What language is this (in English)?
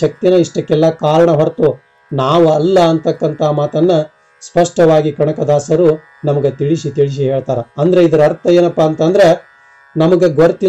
Kannada